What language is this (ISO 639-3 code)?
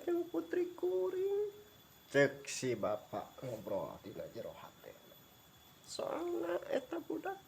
sun